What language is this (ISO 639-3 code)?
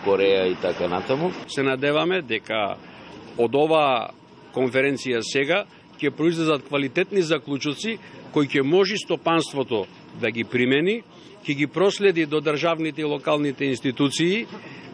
mkd